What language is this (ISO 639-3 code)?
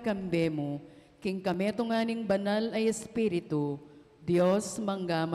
pam